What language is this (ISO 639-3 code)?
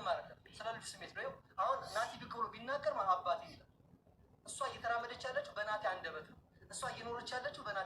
amh